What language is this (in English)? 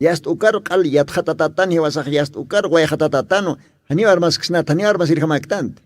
Aymara